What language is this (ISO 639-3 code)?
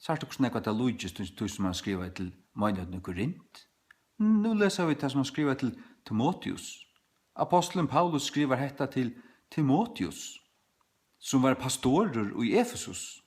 fao